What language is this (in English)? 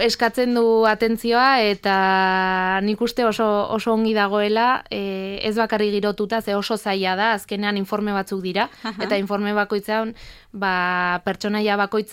Basque